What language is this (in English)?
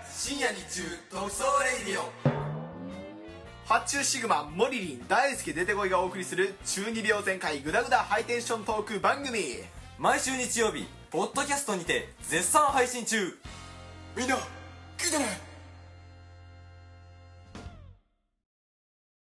Japanese